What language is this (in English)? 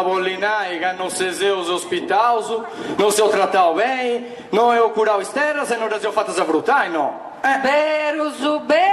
Sardinian